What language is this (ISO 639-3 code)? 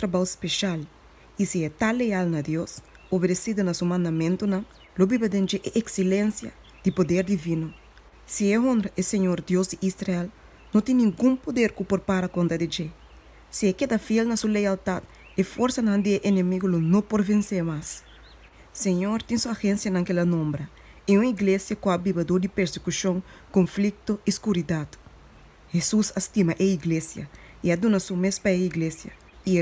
pap